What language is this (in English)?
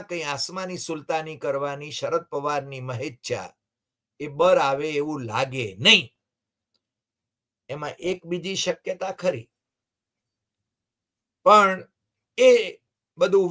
Gujarati